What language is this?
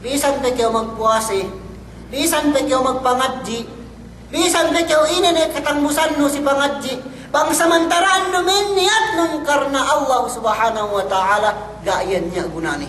Yakan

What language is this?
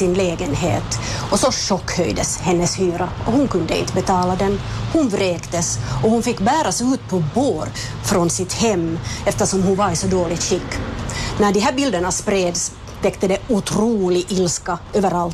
Swedish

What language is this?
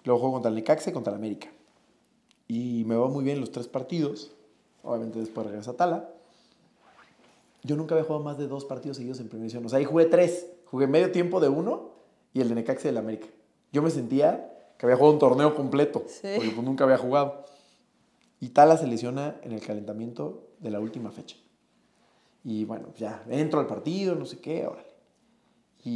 Spanish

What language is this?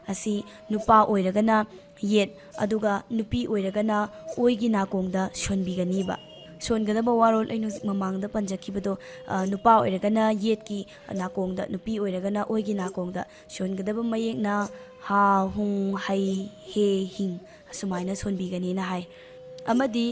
Manipuri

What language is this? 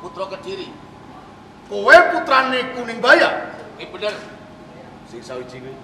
Javanese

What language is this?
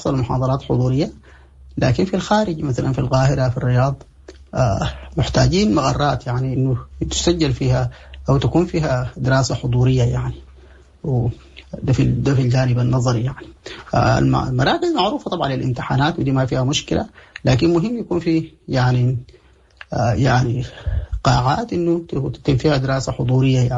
Sudanese Arabic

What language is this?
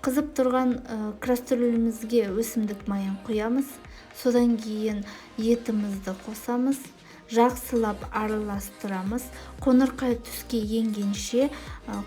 Kazakh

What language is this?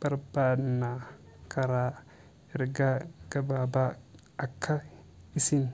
Oromo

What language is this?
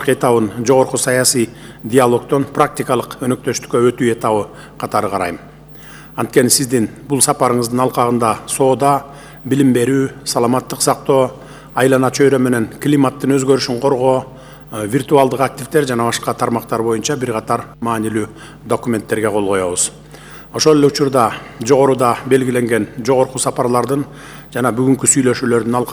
Kyrgyz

